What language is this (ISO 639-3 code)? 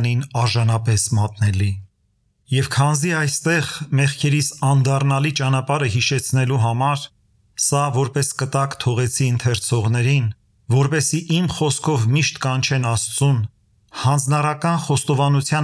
hye